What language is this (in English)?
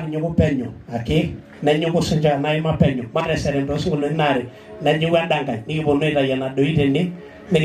Masai